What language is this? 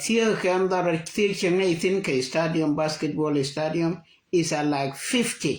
Nuer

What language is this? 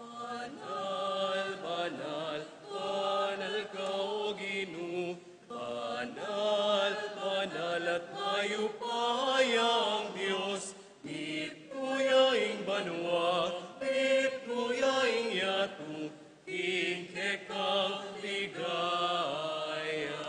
Pampanga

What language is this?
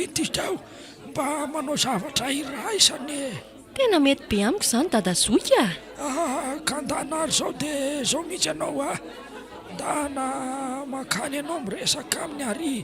Malagasy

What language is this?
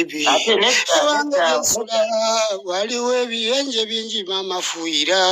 Ganda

